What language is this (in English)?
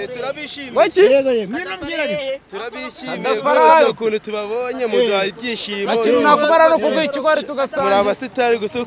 Kinyarwanda